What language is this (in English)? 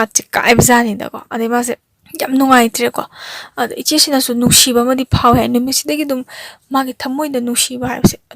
Manipuri